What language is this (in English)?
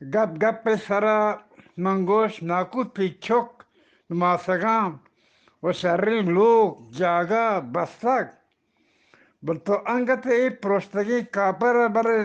Eastern Balochi